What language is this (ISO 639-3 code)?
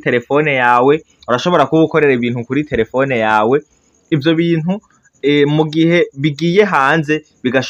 run